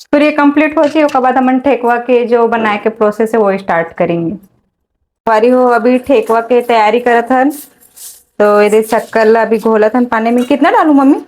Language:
Chhattisgarhi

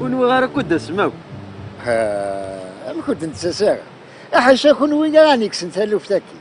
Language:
Kabyle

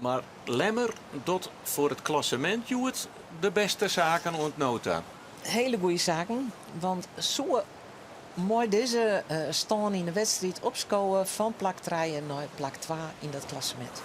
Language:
Western Frisian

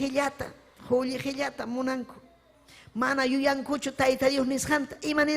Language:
Ayacucho Quechua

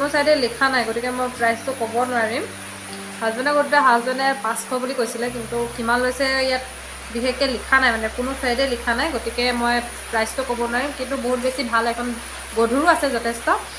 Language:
Assamese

